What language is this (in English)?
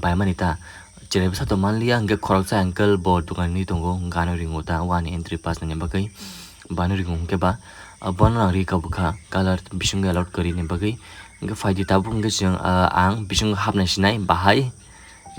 Kok Borok